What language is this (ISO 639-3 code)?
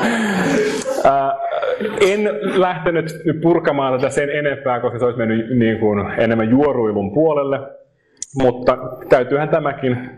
fin